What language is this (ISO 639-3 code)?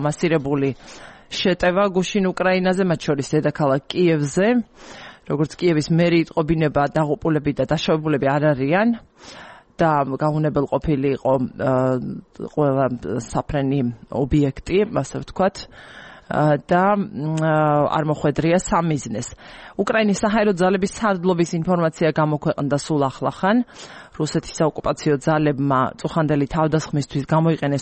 kat